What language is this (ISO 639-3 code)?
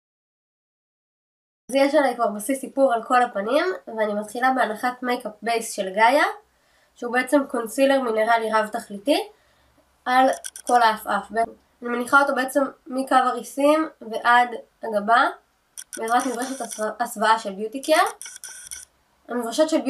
heb